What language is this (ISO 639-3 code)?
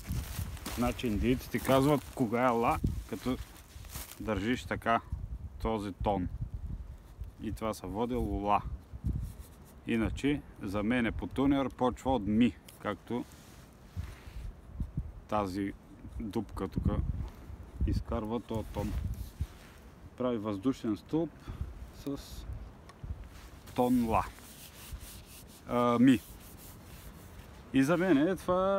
bul